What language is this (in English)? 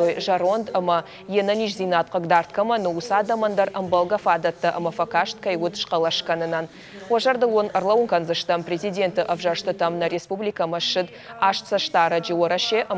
Ossetic